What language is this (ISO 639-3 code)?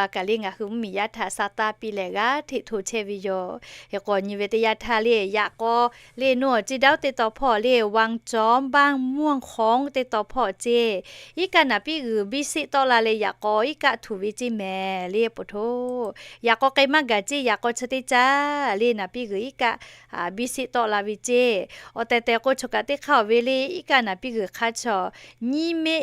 lhu